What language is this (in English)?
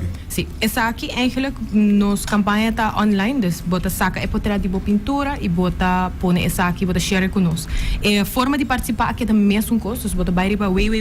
Papiamento